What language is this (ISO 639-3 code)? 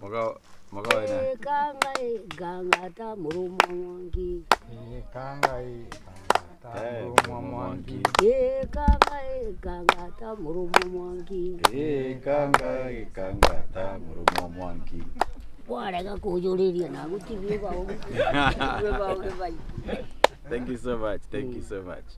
mer